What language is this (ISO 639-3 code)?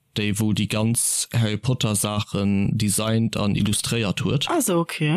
ltz